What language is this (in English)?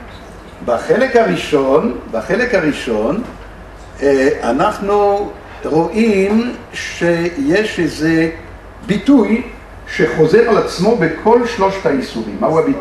Hebrew